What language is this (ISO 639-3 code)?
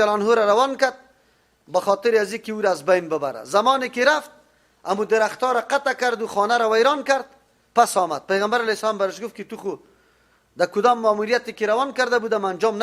fas